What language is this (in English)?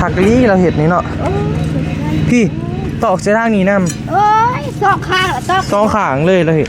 Northeastern Thai